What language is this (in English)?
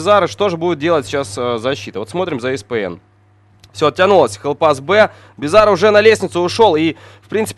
Russian